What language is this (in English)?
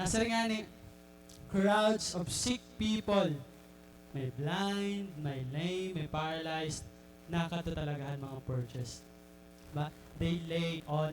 Waray